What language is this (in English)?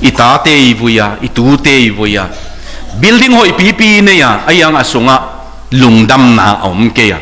Tedim Chin